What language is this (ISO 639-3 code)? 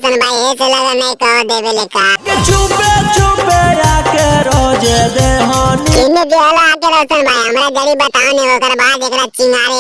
mag